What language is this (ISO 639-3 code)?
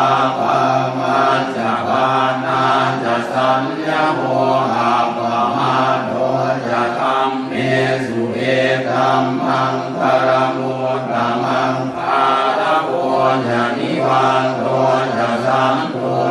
pli